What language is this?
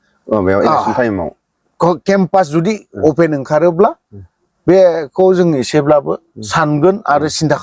Bodo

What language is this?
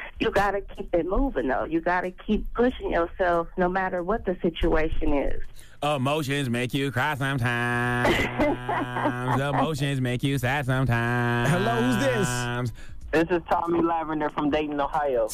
English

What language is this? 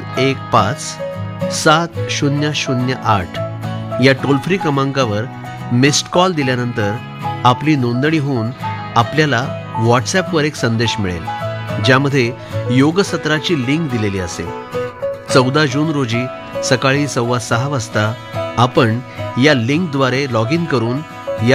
Marathi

